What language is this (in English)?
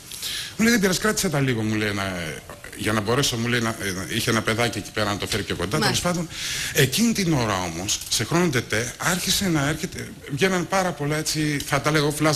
Greek